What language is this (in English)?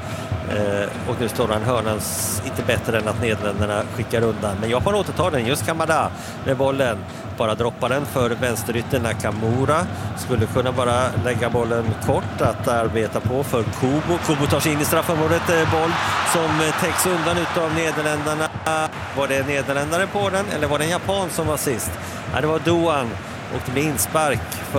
Swedish